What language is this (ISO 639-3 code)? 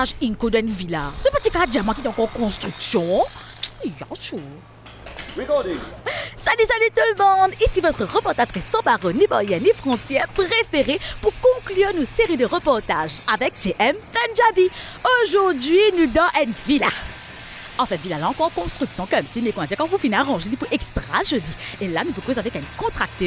mfe